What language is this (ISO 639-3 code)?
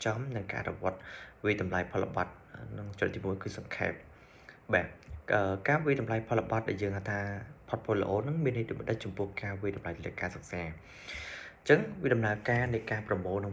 khm